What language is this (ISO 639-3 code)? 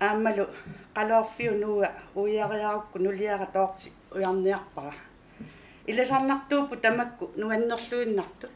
kal